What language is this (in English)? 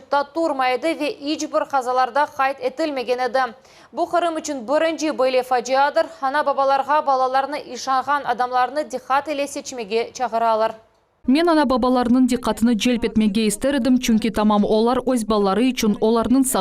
Crimean Tatar